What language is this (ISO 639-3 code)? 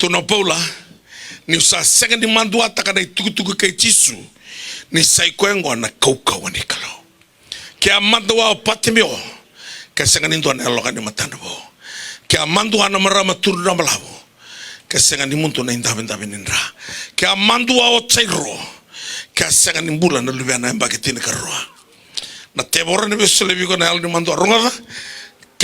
fij